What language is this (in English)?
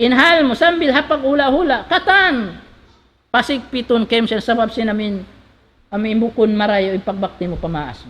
Tausug